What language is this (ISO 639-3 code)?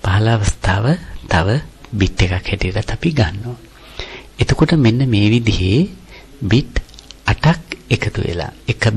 sin